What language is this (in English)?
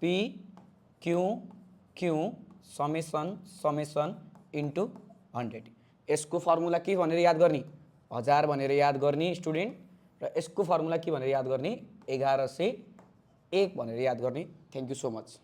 Nepali